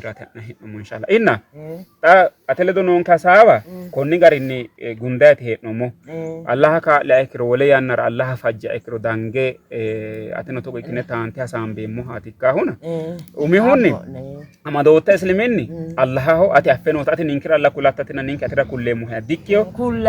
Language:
Sidamo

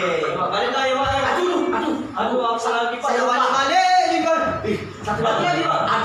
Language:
Musi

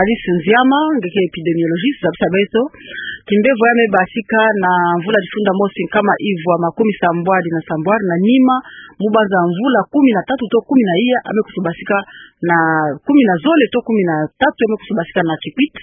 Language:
Kituba (Democratic Republic of Congo)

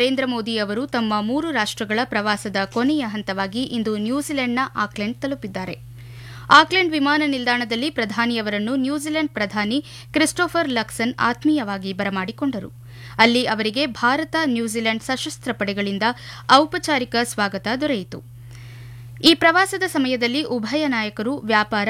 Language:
Kannada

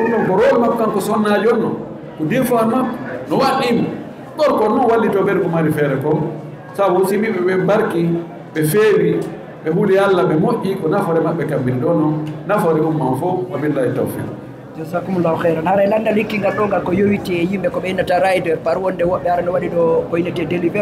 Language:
Fula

